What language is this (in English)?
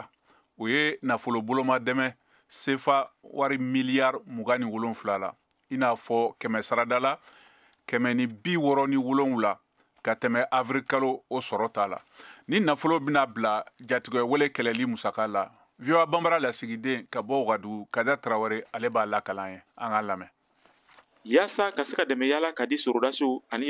Bambara